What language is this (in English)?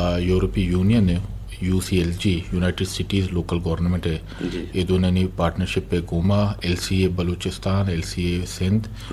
Eastern Balochi